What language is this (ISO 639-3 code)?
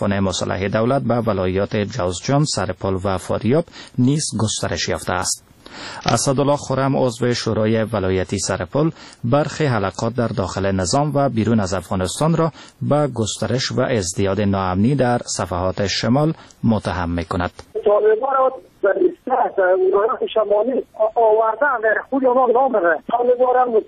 fas